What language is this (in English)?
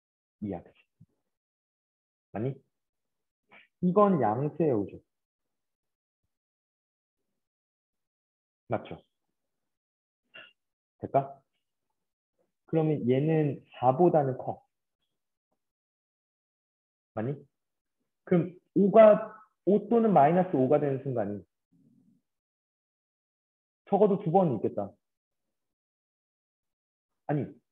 Korean